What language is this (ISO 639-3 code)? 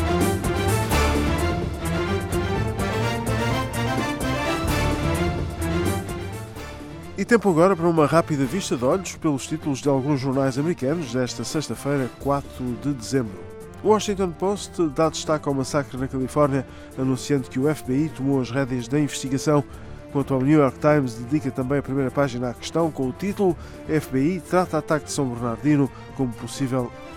por